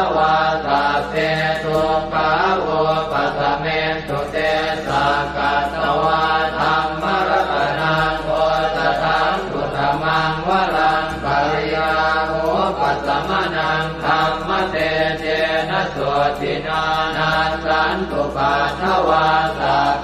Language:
Pali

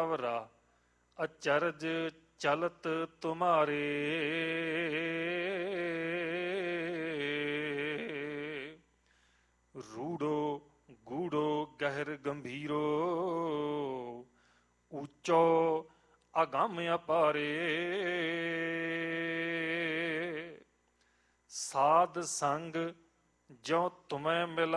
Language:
Punjabi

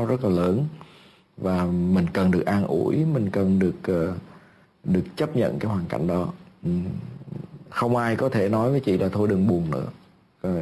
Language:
Vietnamese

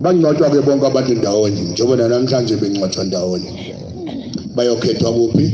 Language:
Zulu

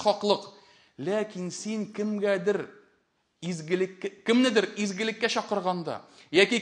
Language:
Tatar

